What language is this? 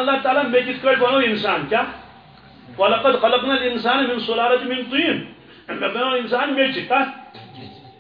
Kashmiri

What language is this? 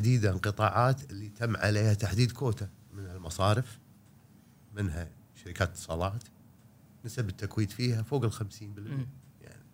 Gulf Arabic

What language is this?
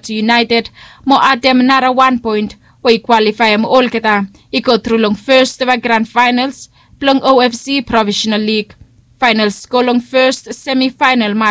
Bislama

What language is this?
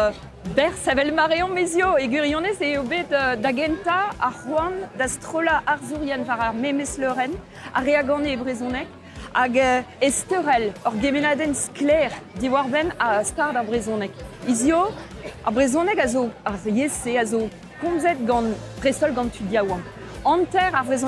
Breton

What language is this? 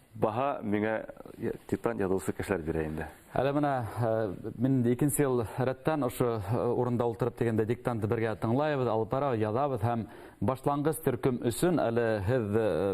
Bashkir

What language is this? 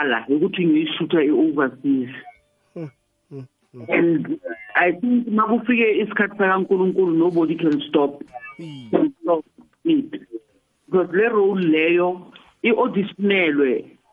South Ndebele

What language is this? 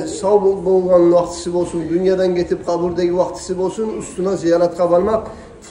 Kumyk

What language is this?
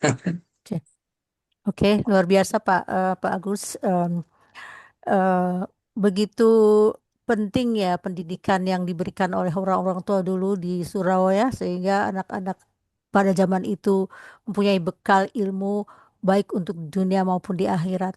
Minangkabau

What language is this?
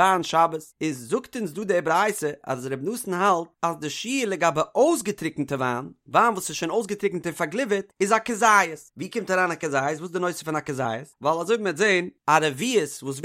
Yiddish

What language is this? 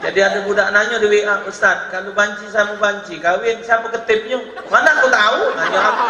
Musi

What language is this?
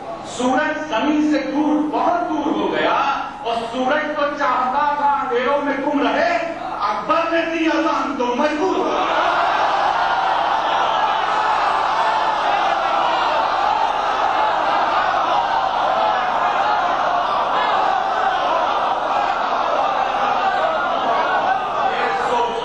Urdu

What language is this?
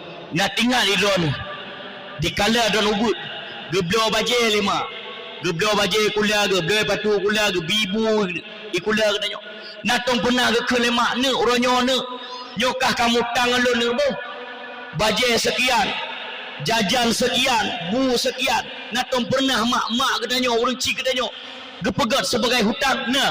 Achinese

